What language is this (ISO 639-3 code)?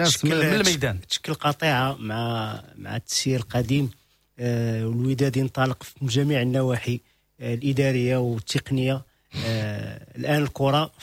ary